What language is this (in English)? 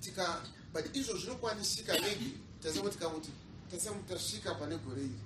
Shona